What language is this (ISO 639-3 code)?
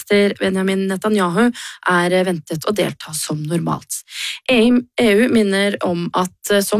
nor